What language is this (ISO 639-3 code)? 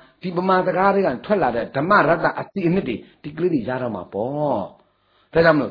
mya